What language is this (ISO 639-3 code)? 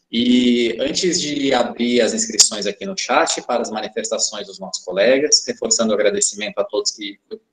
por